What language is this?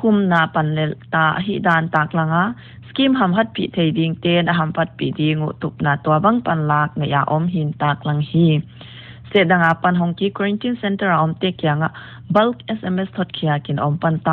Paite Chin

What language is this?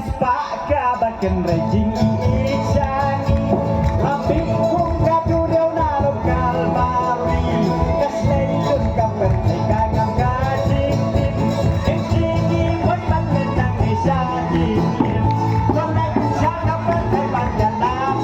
Khasi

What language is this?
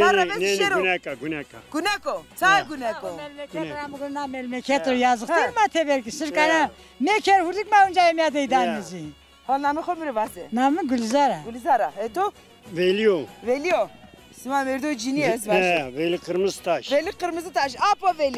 Zaza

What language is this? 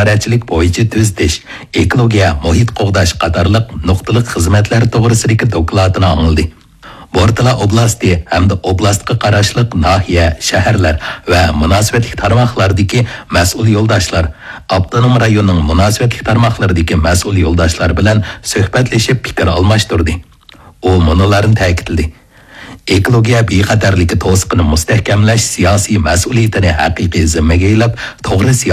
Uyghur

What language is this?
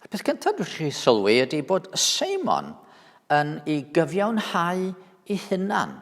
Welsh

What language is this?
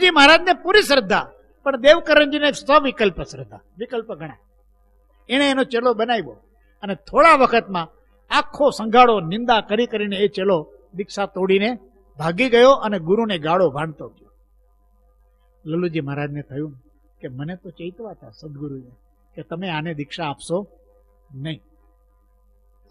Gujarati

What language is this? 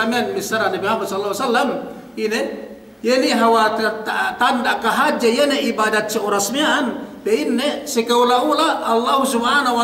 Yakan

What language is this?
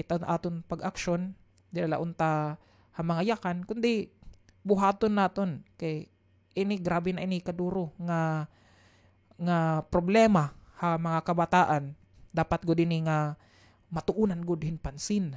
Waray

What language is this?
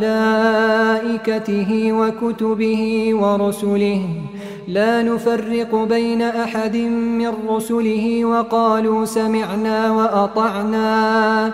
Arabic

